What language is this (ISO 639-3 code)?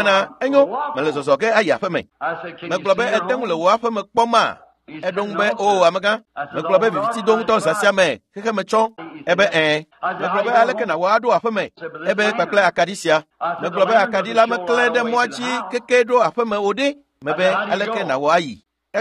ewe